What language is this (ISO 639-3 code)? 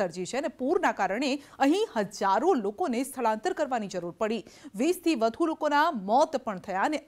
guj